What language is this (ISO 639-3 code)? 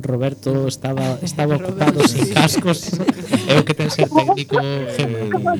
glg